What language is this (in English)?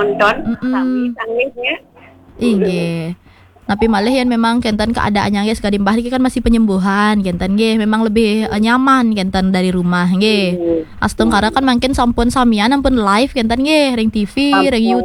Balinese